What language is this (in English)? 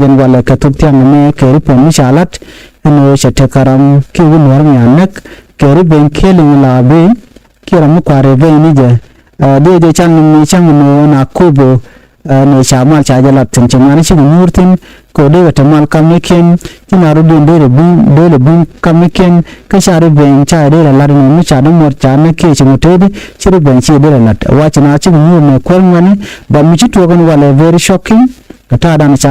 Nuer